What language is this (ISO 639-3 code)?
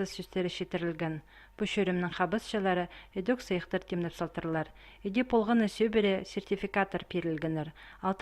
kjh